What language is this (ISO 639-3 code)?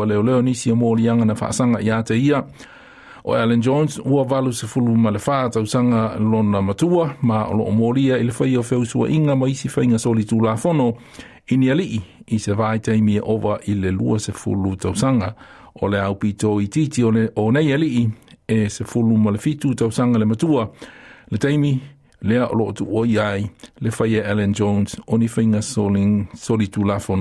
smo